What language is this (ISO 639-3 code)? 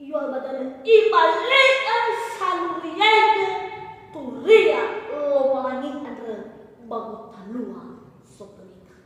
nia